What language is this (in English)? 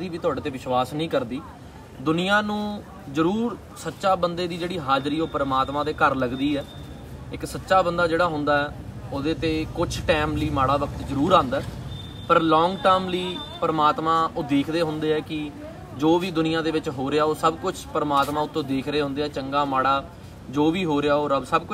Punjabi